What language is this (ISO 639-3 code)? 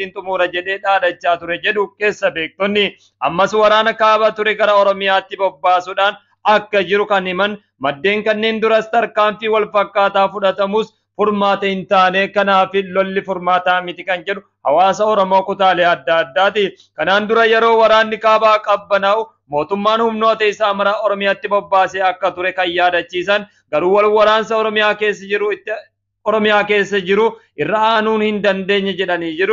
orm